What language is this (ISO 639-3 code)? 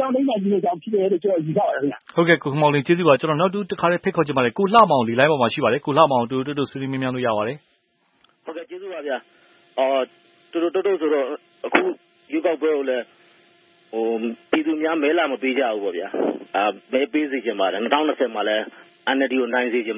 mya